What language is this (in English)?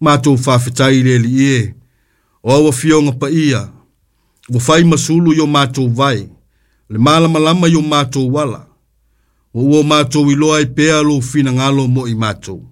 Samoan